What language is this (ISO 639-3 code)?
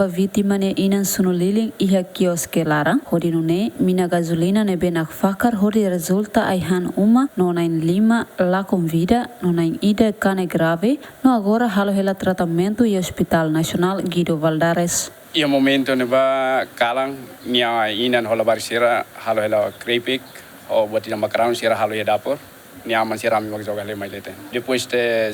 tet